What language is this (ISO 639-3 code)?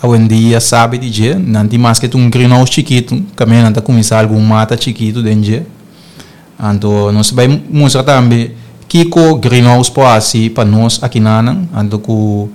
pap